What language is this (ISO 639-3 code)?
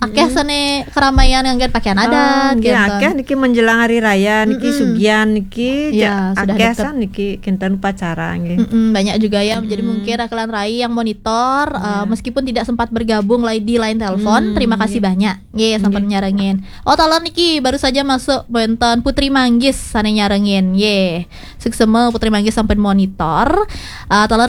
ban